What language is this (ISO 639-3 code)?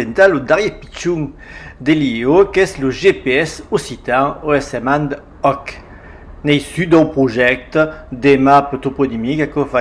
oci